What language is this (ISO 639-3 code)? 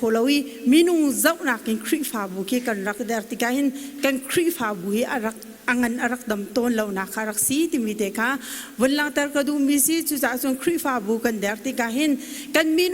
cnh